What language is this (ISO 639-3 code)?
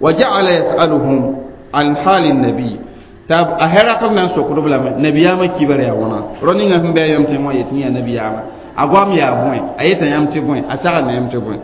mos